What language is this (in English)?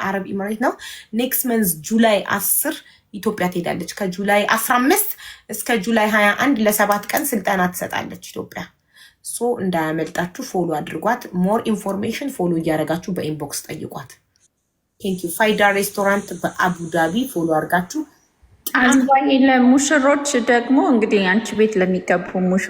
Amharic